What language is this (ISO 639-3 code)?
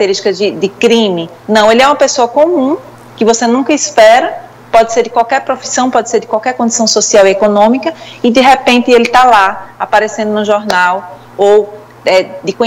por